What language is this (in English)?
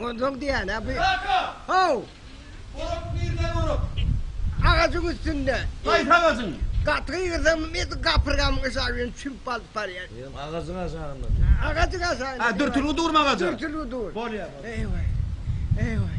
Turkmen